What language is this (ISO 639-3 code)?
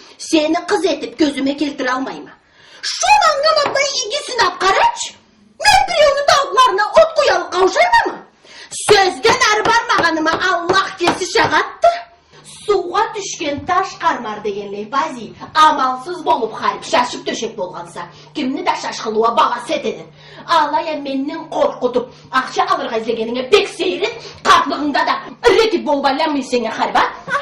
krc